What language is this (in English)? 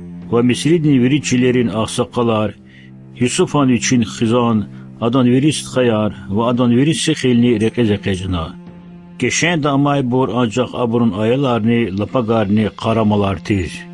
Lezghian